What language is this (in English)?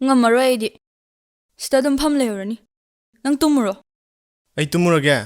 Manipuri